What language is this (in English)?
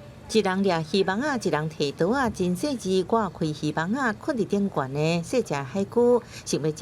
Min Nan Chinese